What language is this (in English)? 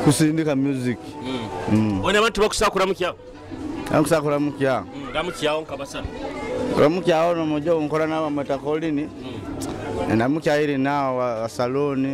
Nyoro